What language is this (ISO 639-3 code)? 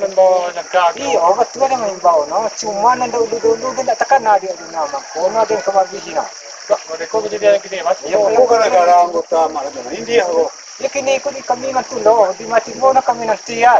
min